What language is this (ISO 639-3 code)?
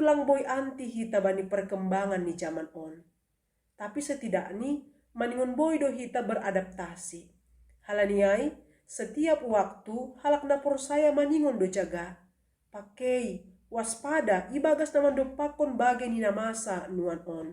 bts